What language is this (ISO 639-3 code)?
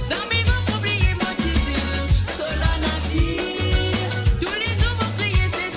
mfe